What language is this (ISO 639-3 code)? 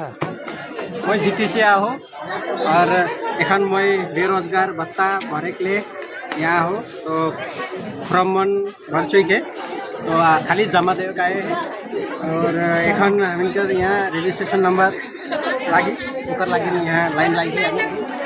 sck